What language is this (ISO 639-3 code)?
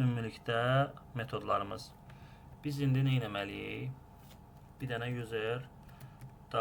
aze